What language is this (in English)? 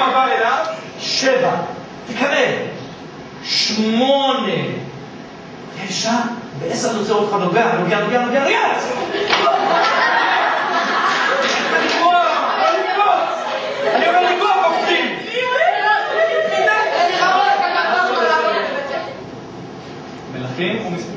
Hebrew